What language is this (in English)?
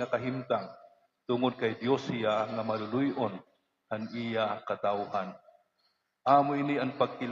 Waray